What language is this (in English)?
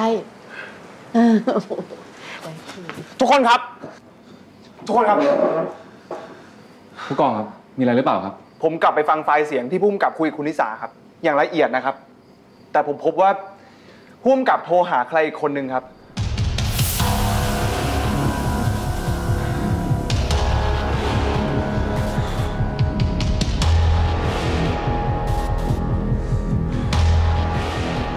Thai